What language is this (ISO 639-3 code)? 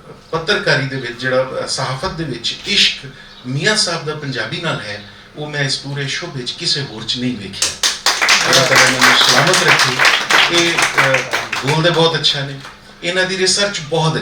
lah